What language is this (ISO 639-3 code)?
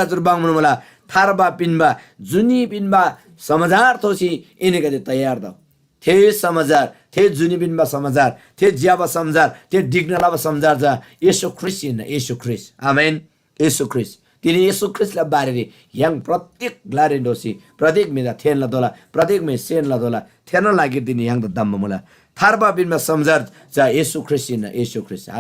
taj